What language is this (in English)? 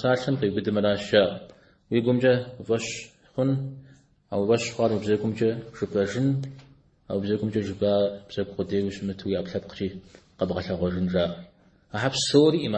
Kabardian